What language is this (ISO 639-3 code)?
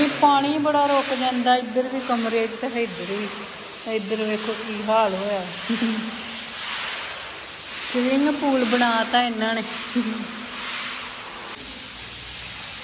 pan